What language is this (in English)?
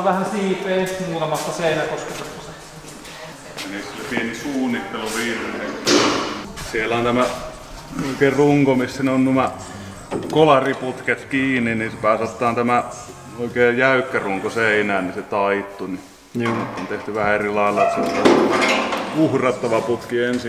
Finnish